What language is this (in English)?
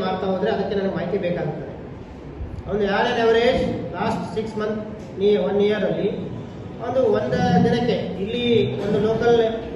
Kannada